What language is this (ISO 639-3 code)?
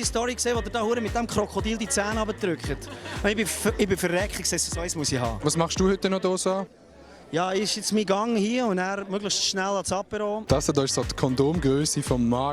gsw